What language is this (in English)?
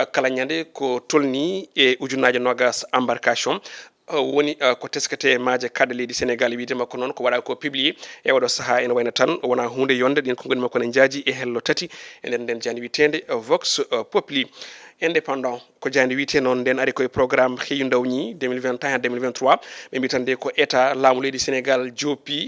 Fula